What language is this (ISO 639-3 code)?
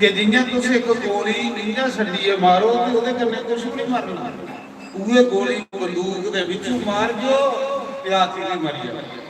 doi